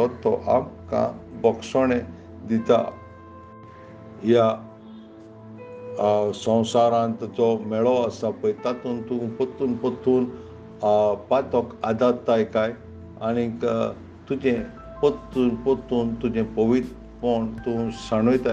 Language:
Konkani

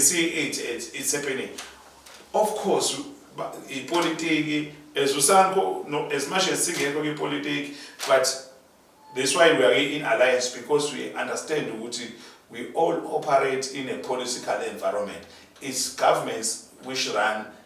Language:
Zulu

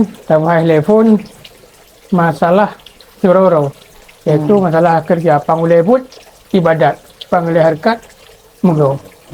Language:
Achinese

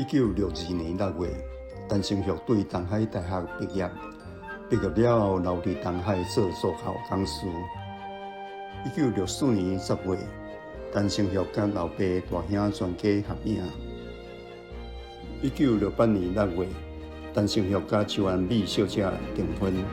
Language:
Min Nan Chinese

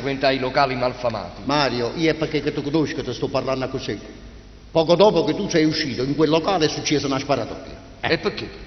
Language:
Neapolitan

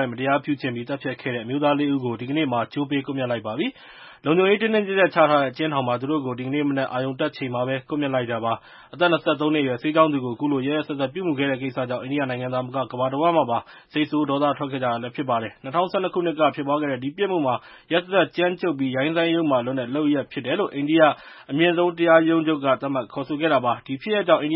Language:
Burmese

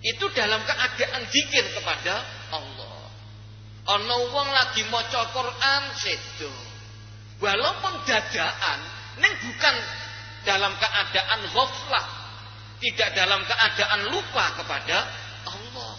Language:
Javanese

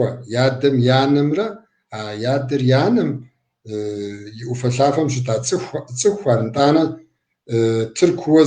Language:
Kabardian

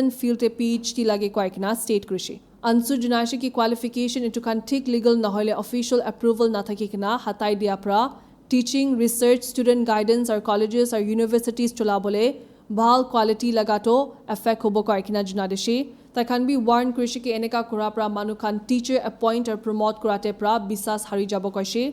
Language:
Naga Pidgin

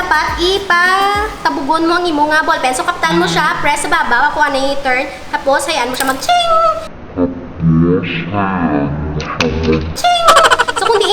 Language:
Hiligaynon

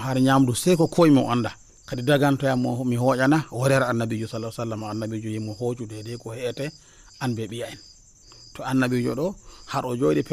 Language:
Nigerian Fulfulde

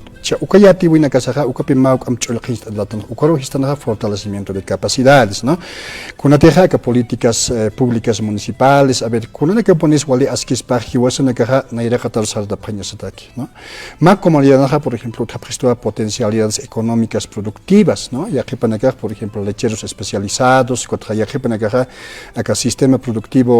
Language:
Aymara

